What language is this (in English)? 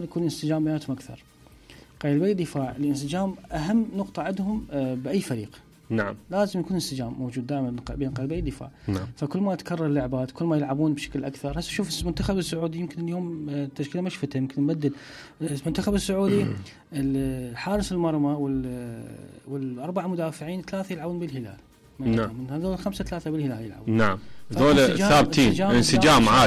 Mesopotamian Arabic